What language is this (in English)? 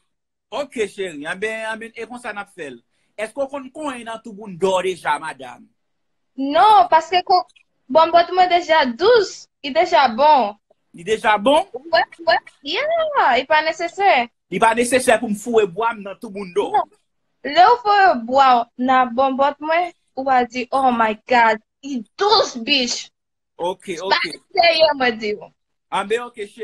Haitian Creole